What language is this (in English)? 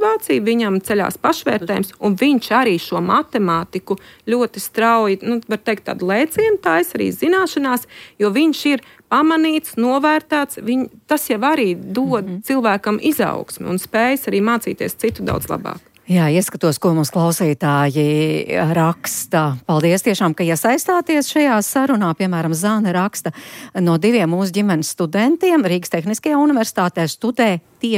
Latvian